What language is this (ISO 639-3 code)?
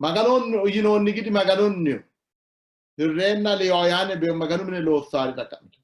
sid